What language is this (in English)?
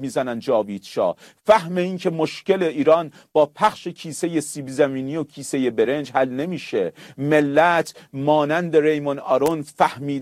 Persian